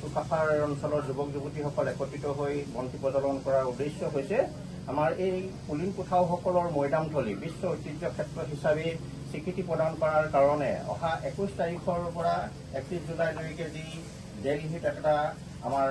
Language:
Assamese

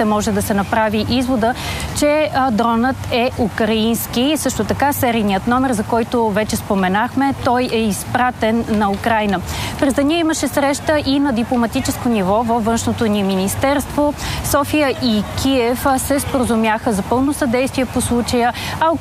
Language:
Bulgarian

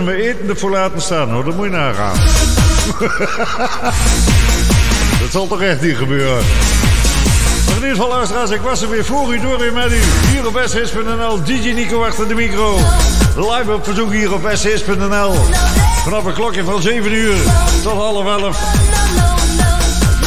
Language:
Dutch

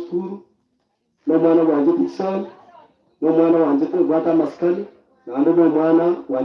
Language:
Gusii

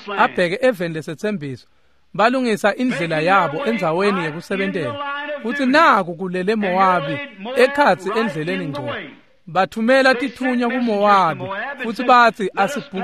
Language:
Swati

